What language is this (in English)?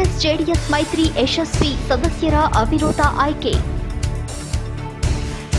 Kannada